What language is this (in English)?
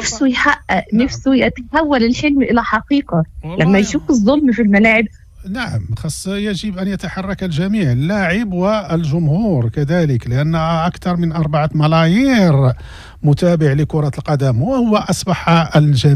Moroccan Arabic